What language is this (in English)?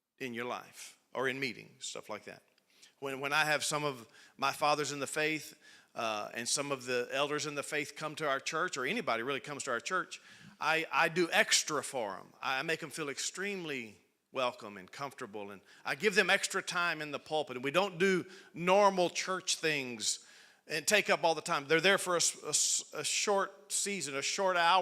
English